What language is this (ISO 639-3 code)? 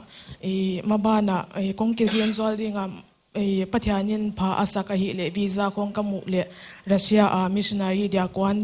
pck